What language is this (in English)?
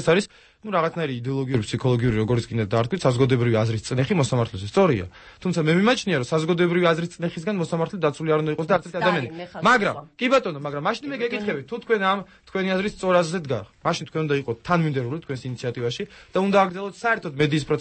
Georgian